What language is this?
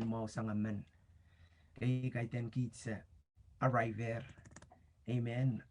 Pohnpeian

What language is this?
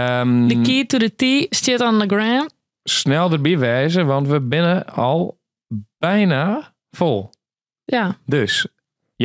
Western Frisian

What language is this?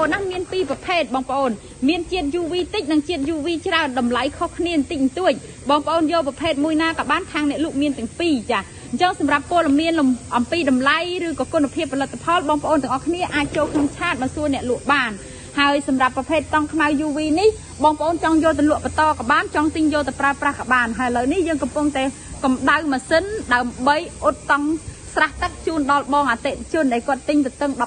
Khmer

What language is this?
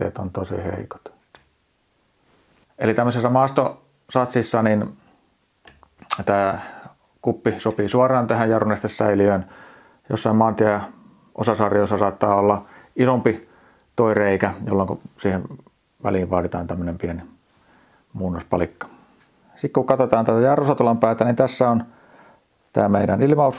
Finnish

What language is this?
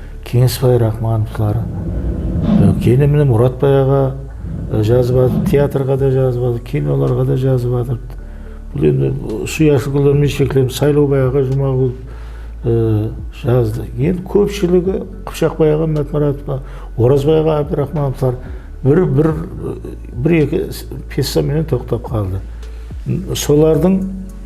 Kara-Kalpak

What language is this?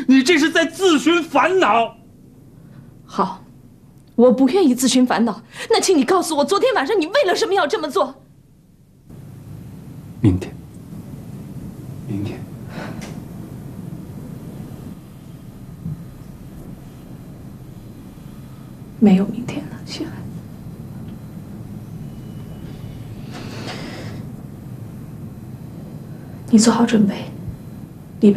Chinese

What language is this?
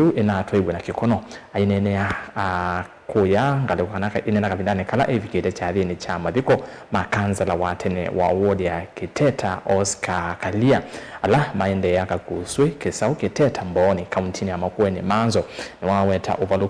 Kamba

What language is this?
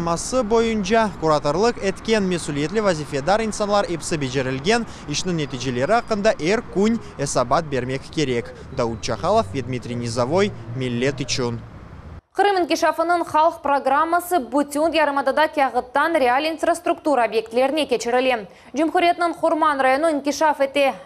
Crimean Tatar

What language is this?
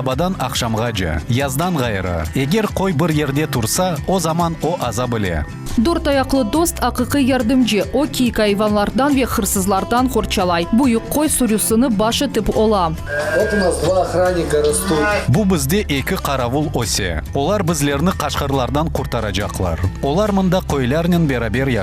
Crimean Tatar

